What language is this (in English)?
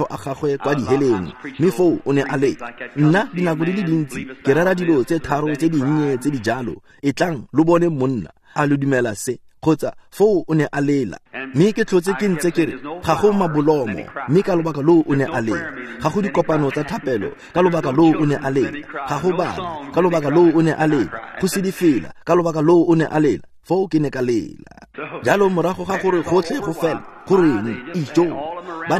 Tswana